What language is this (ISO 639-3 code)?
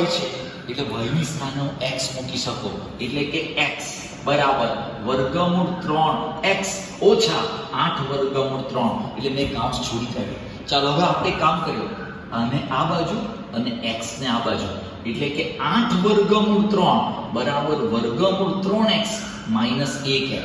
guj